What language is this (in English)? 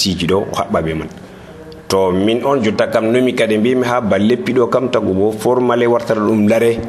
Nigerian Fulfulde